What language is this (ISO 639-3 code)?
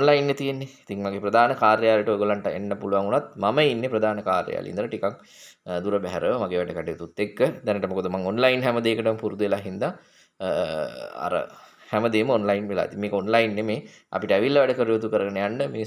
sin